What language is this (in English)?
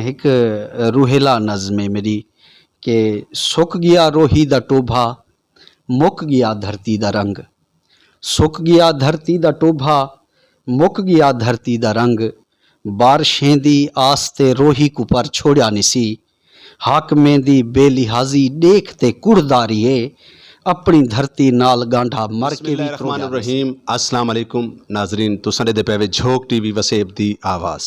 Saraiki